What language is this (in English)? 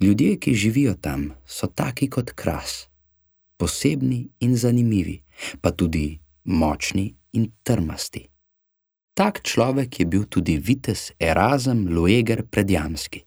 Slovenian